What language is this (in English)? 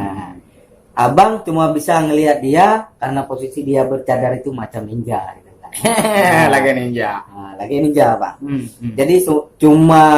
Achinese